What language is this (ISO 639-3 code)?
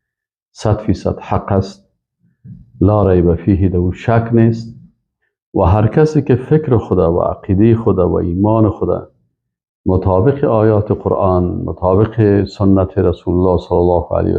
fas